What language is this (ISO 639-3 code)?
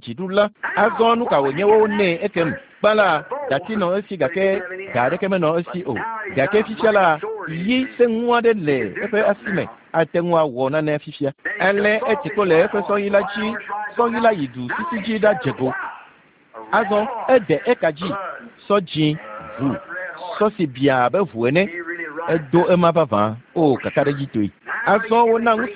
ewe